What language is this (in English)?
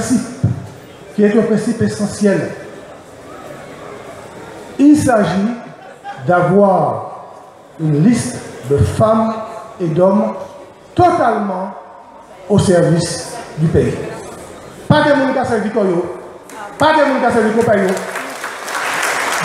French